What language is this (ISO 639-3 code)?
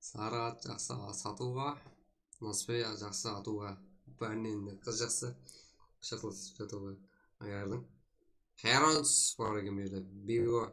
kaa